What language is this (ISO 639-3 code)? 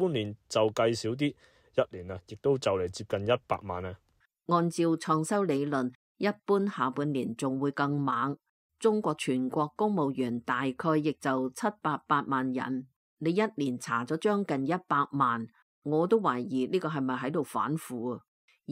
yue